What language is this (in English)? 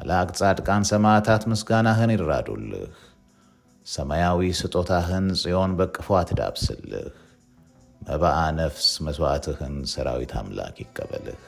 Amharic